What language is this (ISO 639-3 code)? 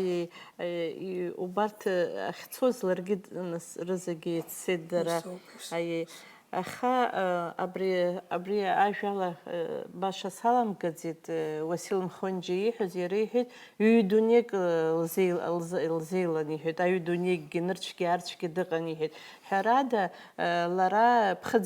abk